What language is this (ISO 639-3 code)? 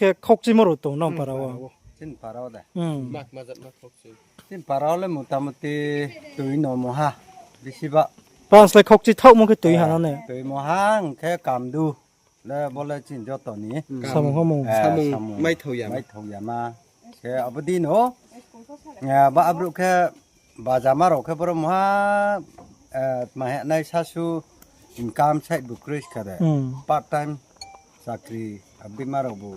ria